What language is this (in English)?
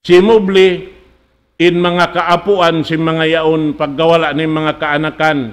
Tausug